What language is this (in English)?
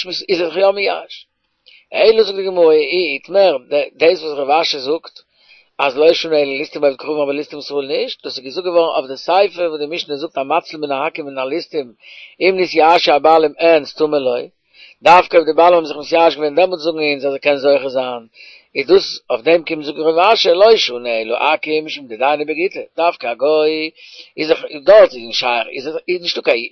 Yiddish